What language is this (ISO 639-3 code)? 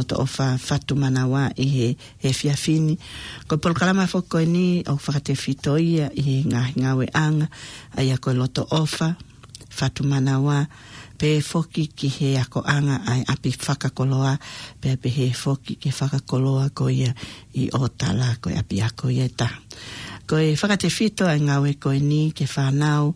ton